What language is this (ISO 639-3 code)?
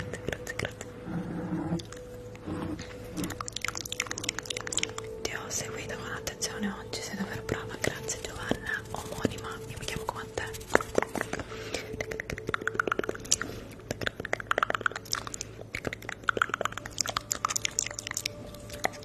ita